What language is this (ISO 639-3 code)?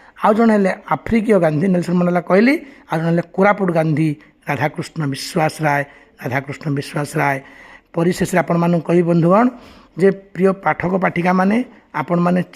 ori